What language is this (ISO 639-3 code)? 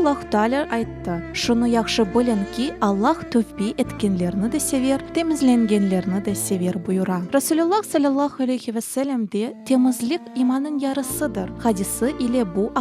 crh